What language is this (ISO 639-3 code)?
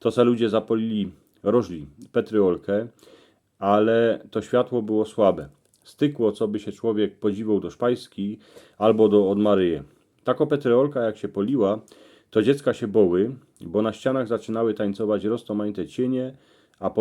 szl